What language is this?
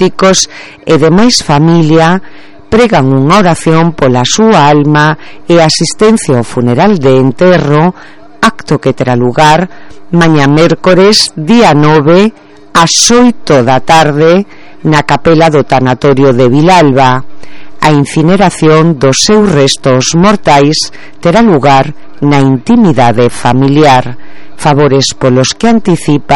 Galician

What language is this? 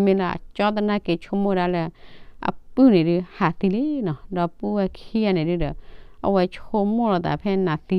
S'gaw Karen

